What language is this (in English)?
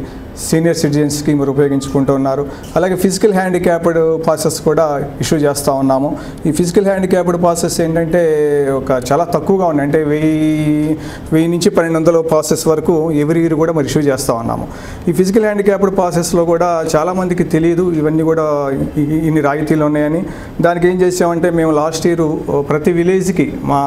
Telugu